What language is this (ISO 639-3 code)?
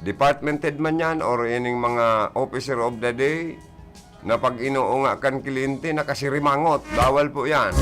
bik